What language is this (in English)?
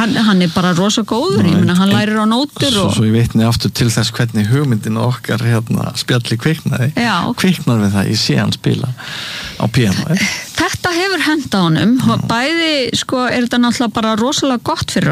Icelandic